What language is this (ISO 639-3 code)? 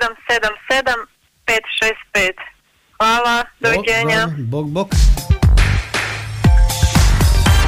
hrv